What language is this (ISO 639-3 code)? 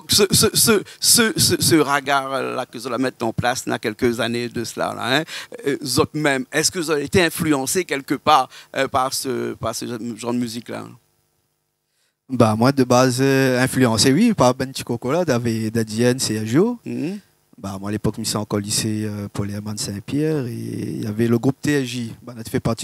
rcf